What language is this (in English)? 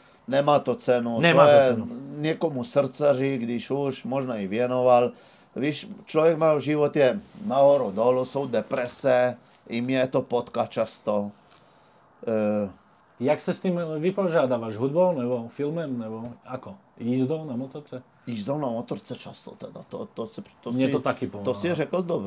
Czech